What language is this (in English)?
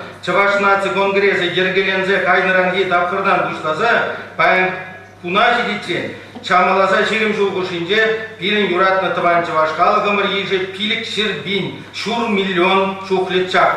Chuvash